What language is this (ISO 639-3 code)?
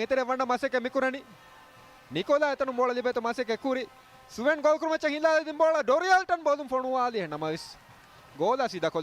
div